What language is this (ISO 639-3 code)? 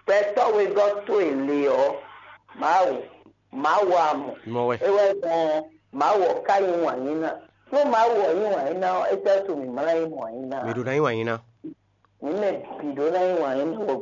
fon